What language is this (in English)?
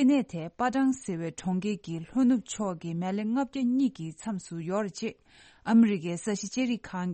Tibetan